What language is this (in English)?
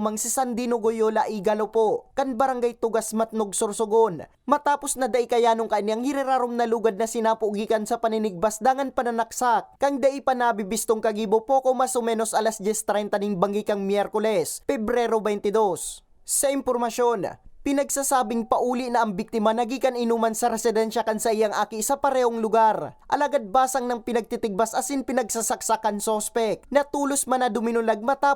Bikol